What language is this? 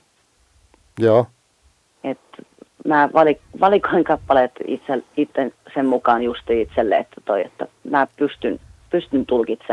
Finnish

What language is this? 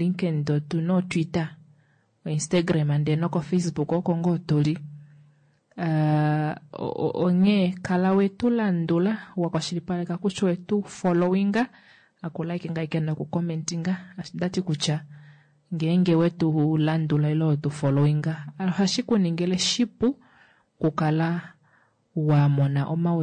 Kuanyama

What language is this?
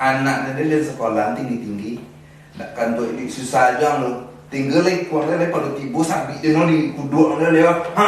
Minangkabau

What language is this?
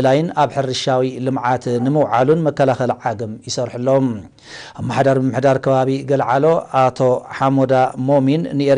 Tigrinya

